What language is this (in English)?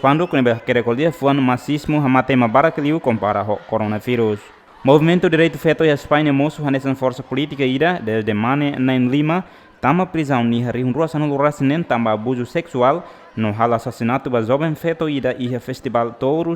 Tetum